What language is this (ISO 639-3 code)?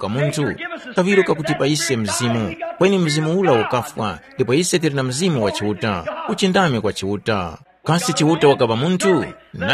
tum